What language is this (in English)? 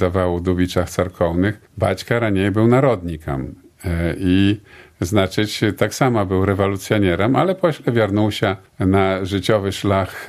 Belarusian